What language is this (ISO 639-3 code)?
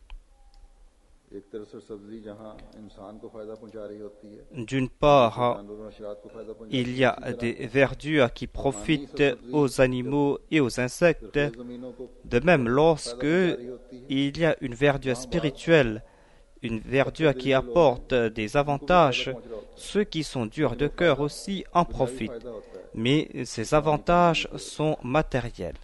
fra